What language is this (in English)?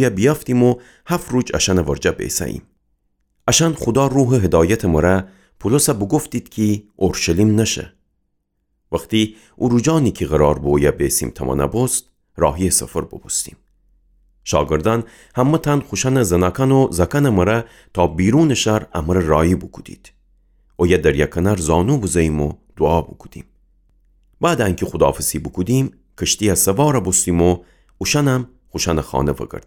Gilaki